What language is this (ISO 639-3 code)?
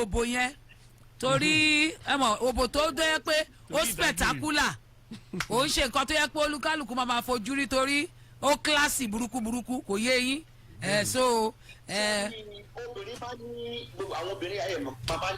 yor